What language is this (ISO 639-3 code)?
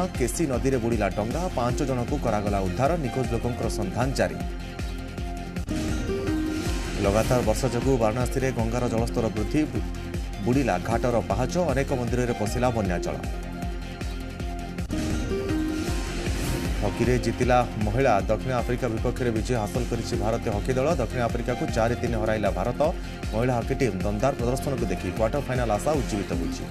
ori